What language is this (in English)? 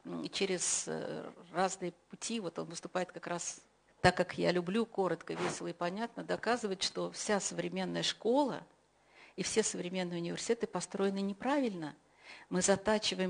Russian